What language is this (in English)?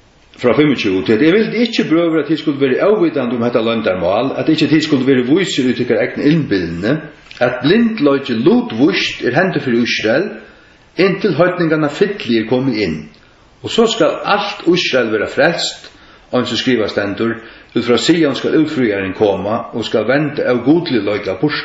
Faroese